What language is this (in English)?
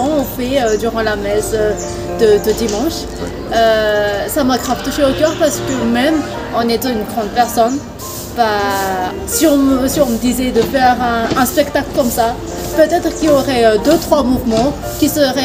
French